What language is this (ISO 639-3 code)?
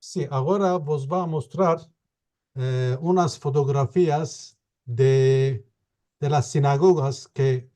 lad